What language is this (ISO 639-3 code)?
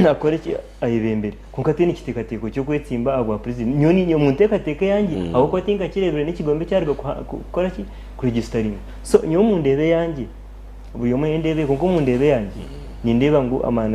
nyn